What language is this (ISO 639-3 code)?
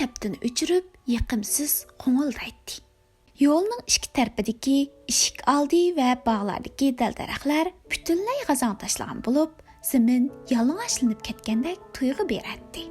uig